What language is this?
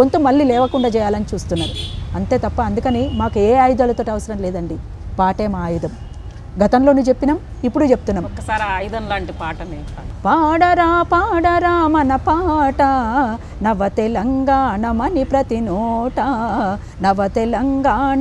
Telugu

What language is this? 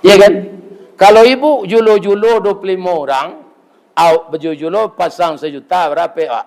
Minangkabau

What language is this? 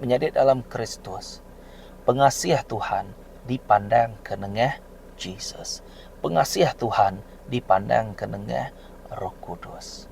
Iban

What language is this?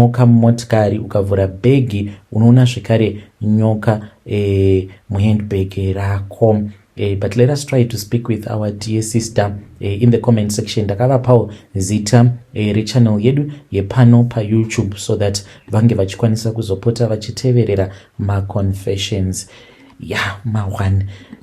Shona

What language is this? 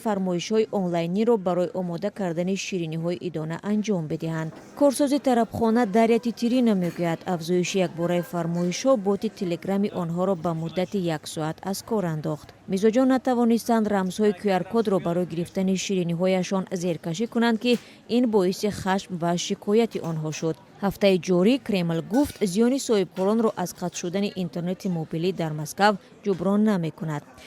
Tajik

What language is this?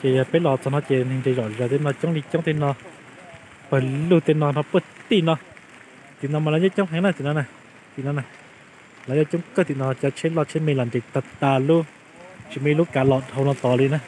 Hmong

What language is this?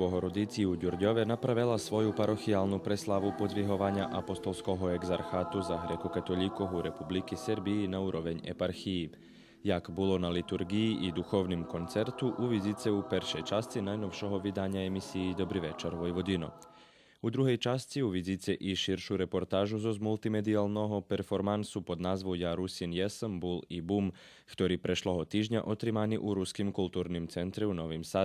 Rusyn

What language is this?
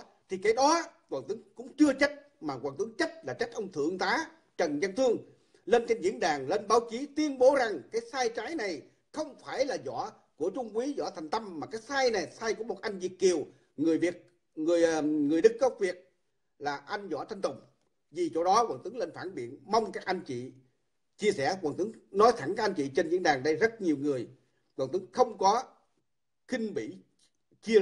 Vietnamese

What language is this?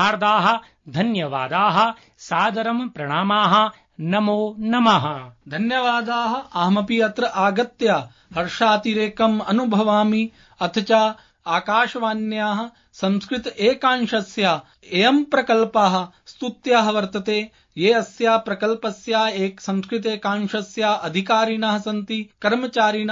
Sanskrit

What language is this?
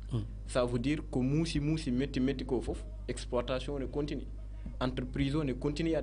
Fula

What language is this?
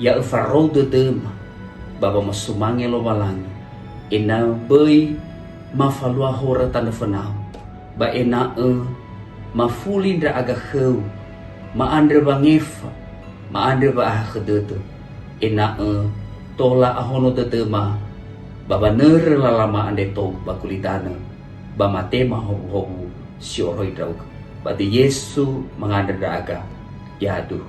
Nias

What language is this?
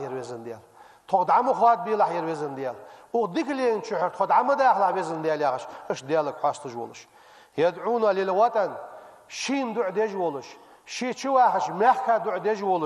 Ingush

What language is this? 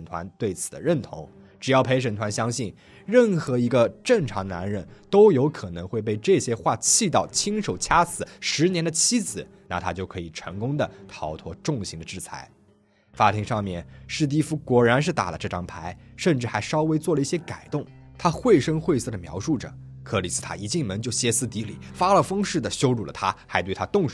Chinese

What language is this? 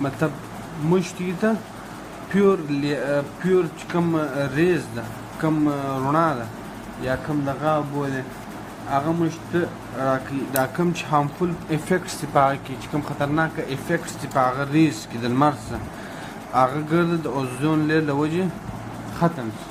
Pashto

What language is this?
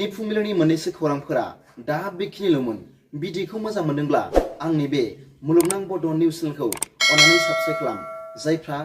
Bodo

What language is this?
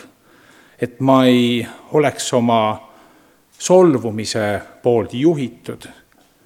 Estonian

